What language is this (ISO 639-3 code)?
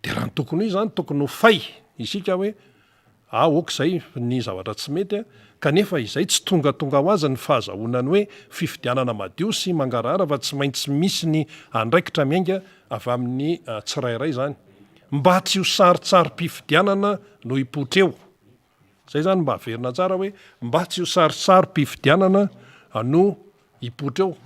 mlg